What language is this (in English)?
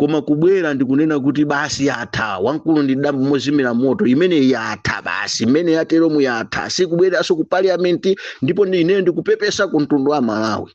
Nyanja